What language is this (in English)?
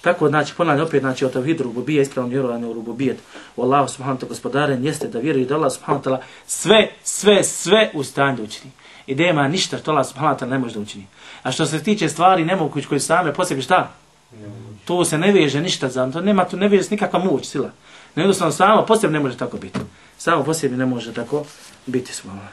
Bosnian